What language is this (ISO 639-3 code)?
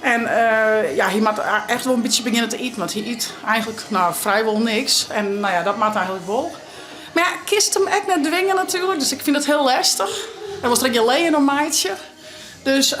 fry